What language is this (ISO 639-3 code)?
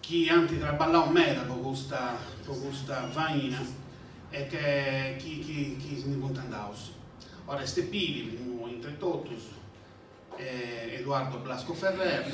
srd